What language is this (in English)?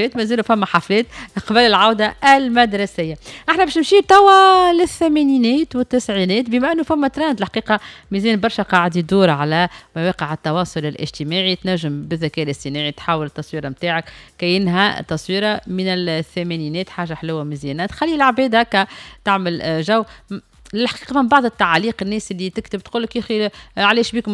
Tunisian Arabic